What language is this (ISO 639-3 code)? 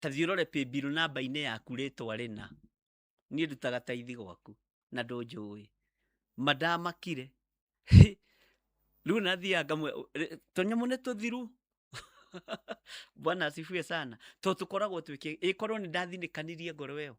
kik